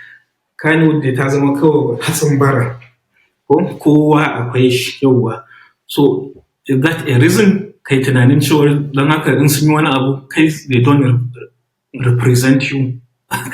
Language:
Hausa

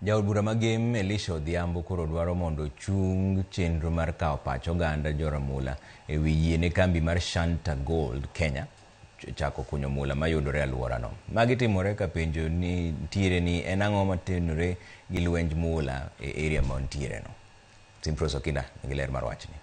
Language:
Luo (Kenya and Tanzania)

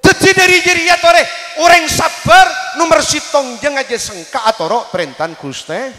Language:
Madurese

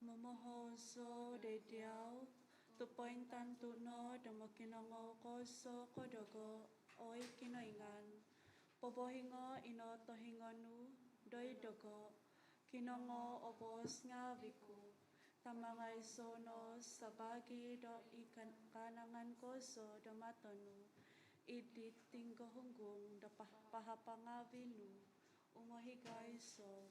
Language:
Central Dusun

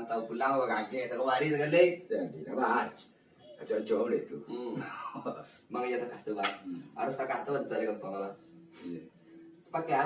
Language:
Minangkabau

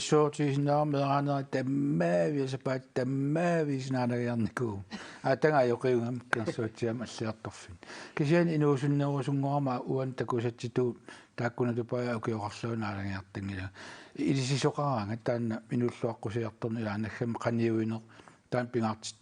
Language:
Kalaallisut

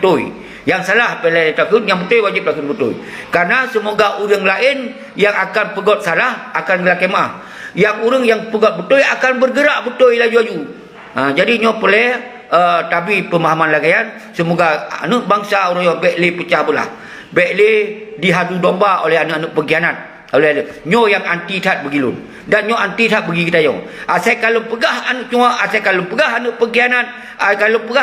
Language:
Achinese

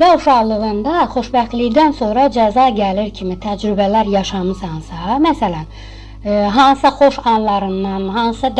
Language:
Azerbaijani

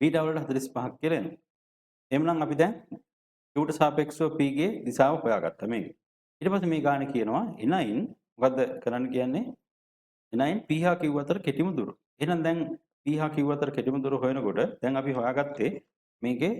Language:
Sinhala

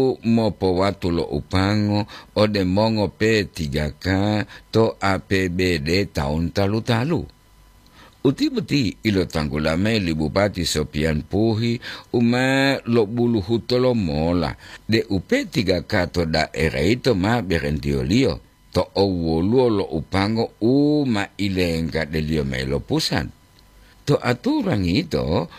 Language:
Gorontalo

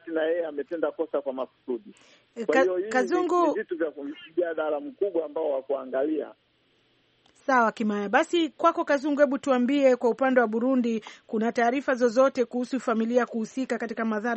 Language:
Swahili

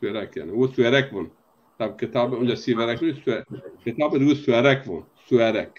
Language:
Zaza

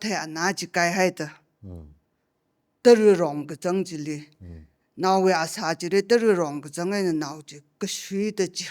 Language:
Tangkhul Naga (India)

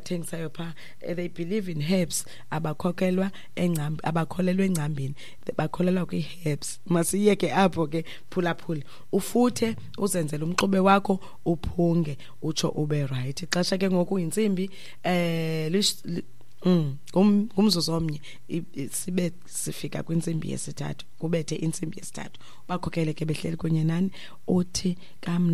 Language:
Xhosa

